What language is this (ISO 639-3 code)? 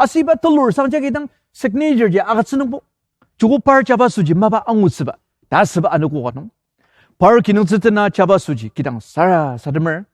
njo